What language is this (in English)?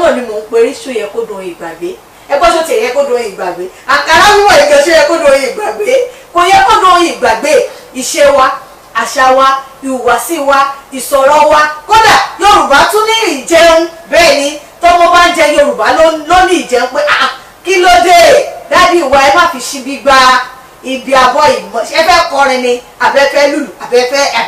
Yoruba